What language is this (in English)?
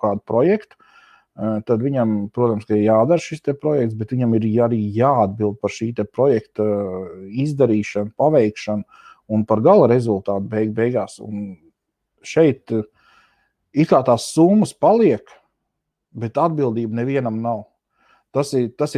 Latvian